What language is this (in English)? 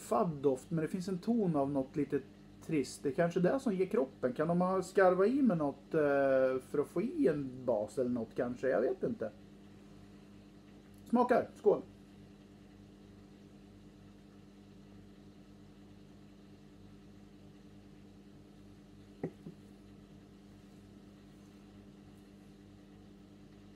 Swedish